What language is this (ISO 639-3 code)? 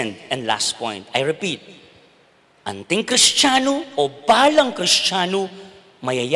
pam